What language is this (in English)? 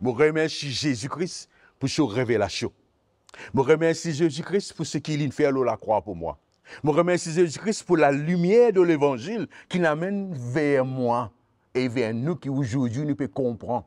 Morisyen